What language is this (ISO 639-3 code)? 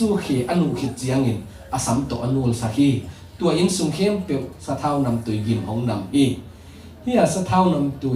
ctd